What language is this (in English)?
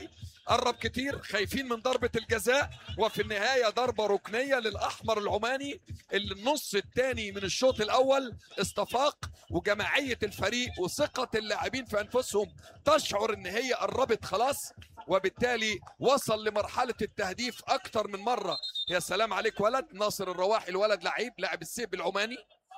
Mesopotamian Arabic